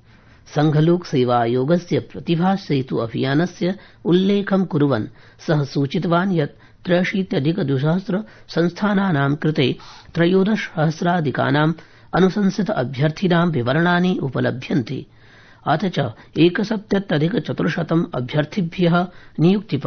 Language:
Sanskrit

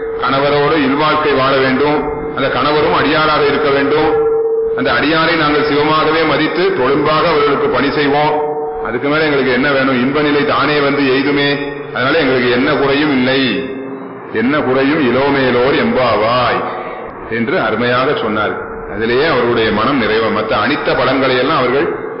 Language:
Tamil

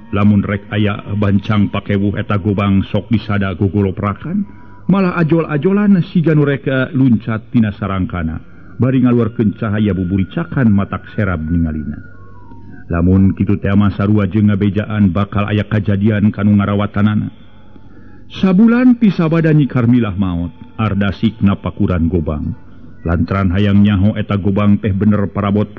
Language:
Sundanese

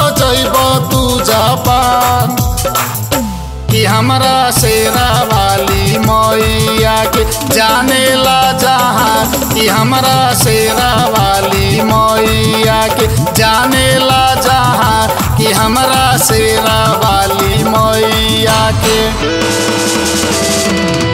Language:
Bhojpuri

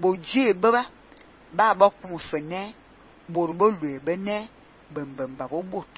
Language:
Fang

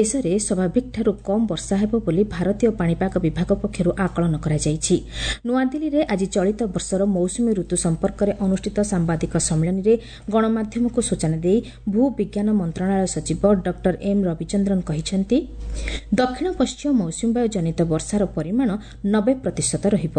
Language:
Odia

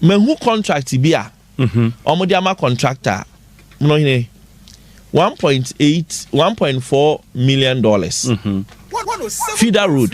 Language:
Akan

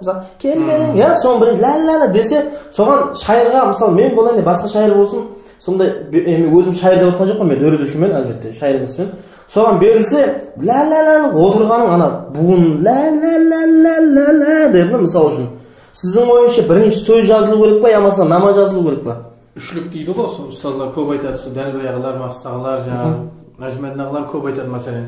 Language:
Kara-Kalpak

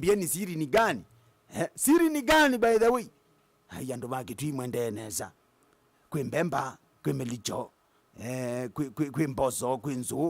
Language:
Kamba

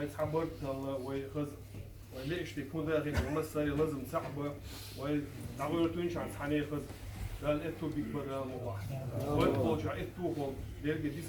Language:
Chechen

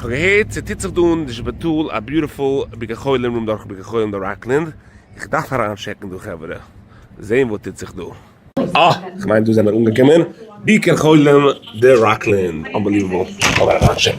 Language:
Yiddish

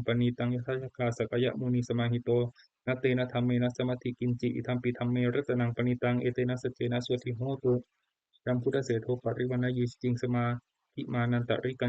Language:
Pali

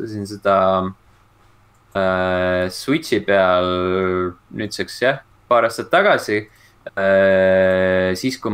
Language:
Estonian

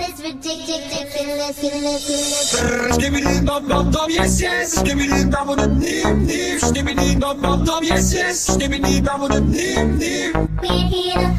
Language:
English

